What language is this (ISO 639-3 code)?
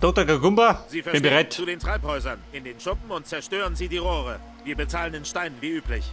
bar